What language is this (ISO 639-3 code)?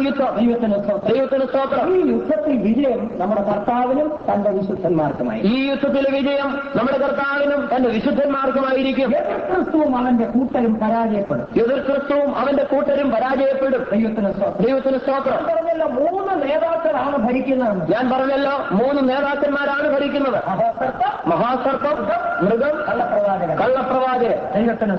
mal